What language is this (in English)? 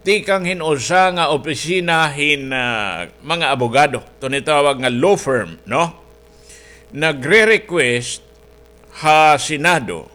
Waray